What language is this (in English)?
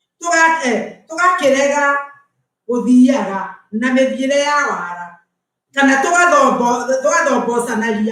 Kikuyu